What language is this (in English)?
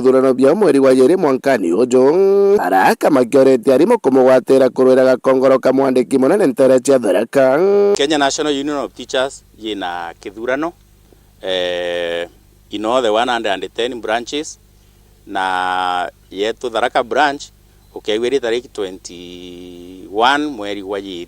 Meru